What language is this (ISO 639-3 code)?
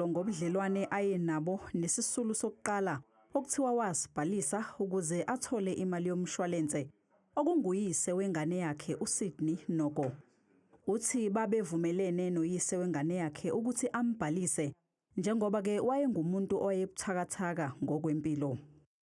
zul